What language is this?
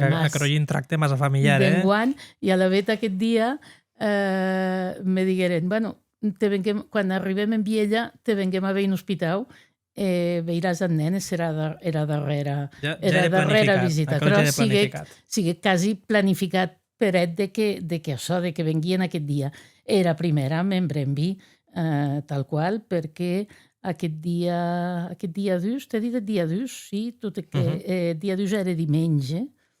Occitan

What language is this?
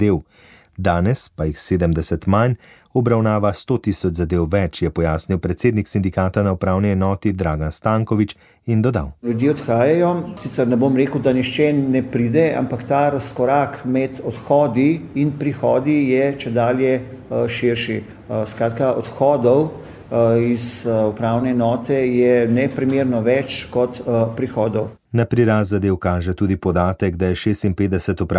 Slovenian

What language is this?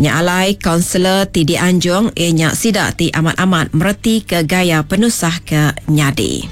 Iban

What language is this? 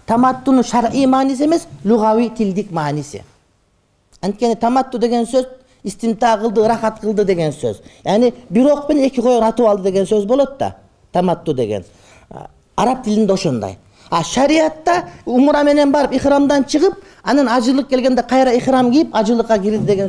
Kyrgyz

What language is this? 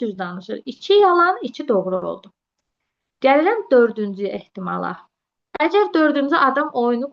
Azerbaijani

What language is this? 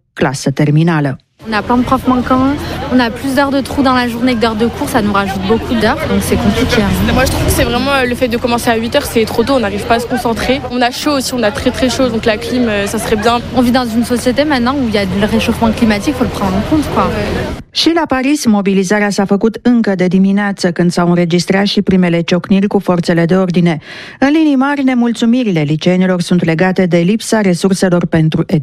Romanian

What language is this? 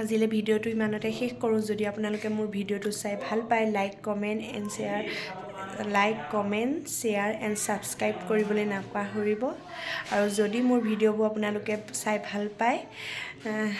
Assamese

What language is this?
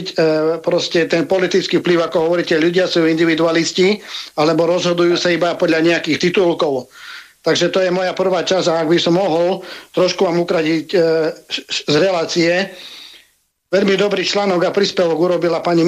Slovak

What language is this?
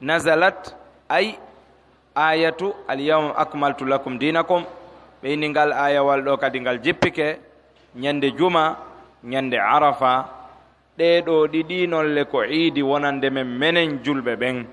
Pular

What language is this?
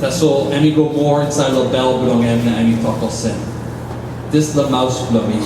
Tok Pisin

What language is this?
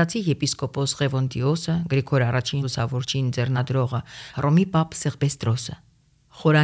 Armenian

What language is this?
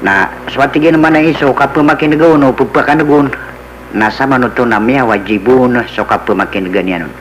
Maranao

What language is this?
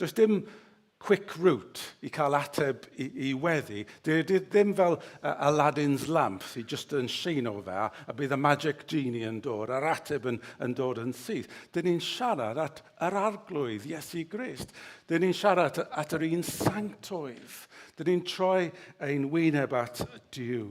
Welsh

